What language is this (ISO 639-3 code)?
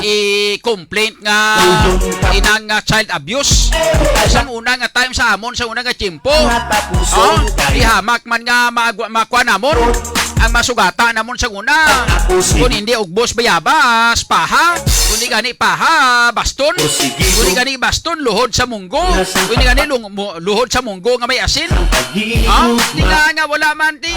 hil